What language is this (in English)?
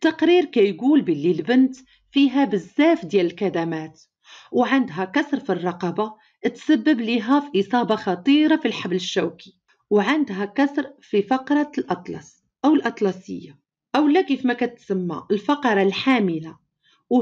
Moroccan Arabic